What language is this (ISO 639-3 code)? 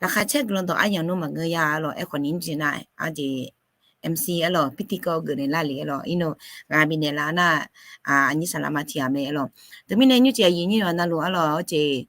ahk